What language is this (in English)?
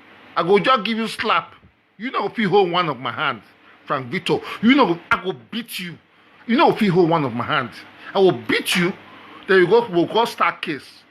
Nigerian Pidgin